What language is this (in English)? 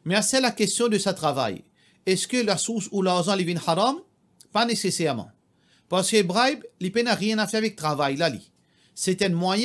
Morisyen